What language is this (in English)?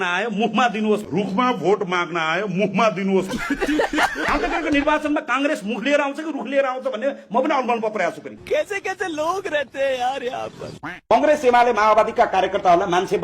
Nepali